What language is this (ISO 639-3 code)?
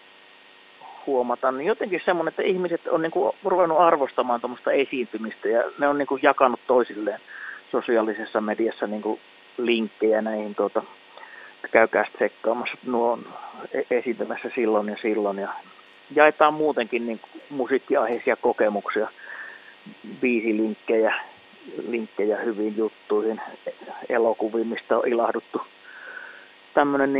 fin